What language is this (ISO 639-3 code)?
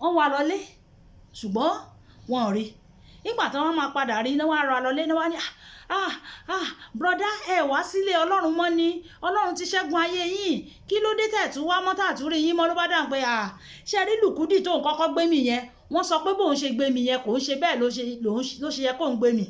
yor